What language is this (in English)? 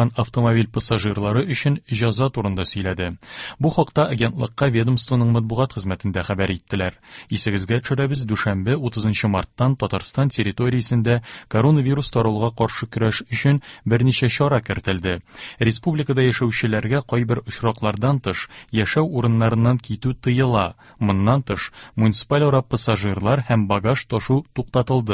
Tatar